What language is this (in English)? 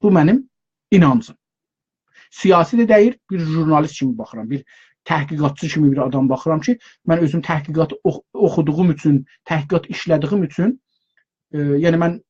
South Azerbaijani